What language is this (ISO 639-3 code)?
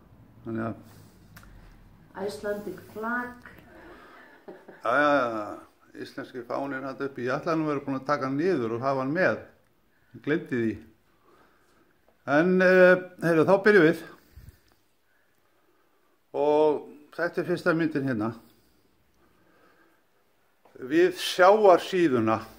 isl